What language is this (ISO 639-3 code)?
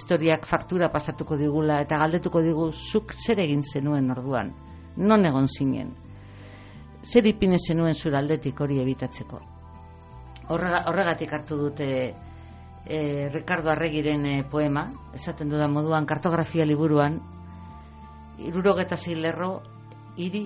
eus